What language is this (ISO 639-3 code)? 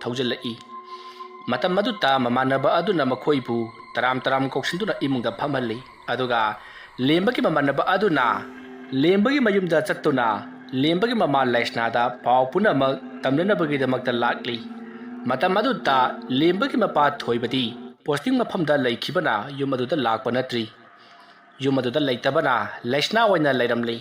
mni